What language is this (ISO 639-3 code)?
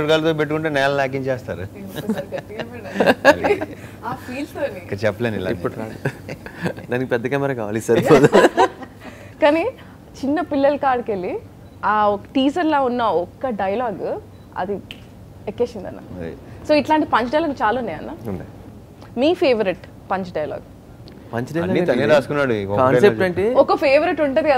tel